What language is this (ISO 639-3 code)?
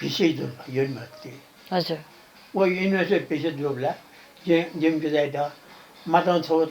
new